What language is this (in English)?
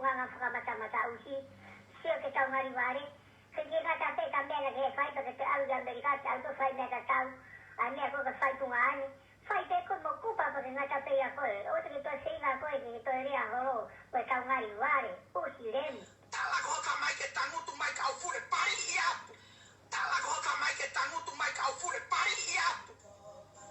Tongan